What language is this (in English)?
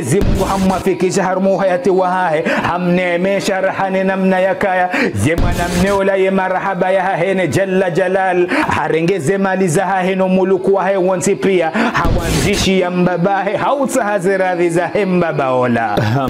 Ngazidja Comorian